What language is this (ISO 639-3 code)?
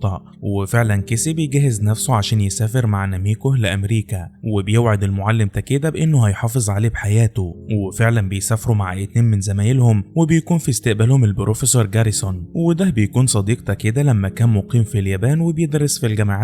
arz